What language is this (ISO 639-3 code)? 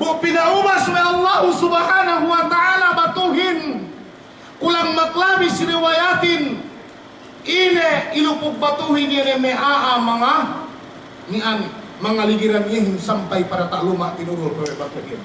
yka